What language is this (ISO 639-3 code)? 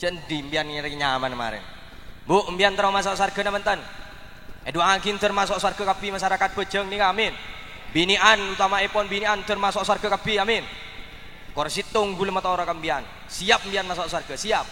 mad